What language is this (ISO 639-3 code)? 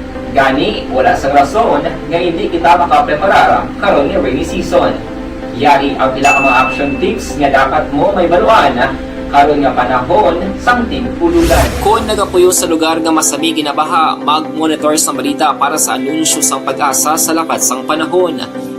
hil